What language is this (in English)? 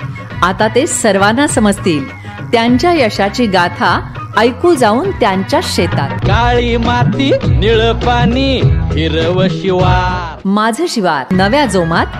Marathi